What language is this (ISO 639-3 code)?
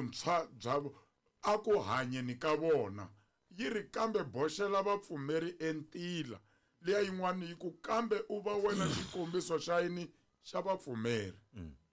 tso